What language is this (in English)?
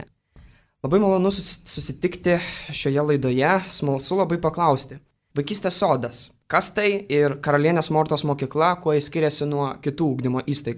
Lithuanian